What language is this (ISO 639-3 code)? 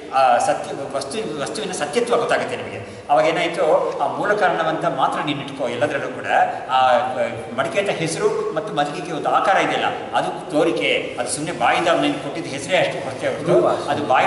kan